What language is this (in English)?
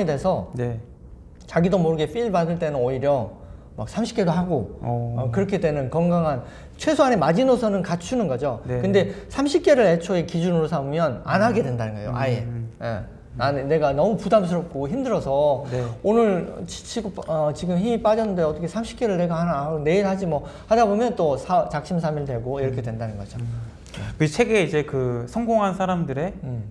Korean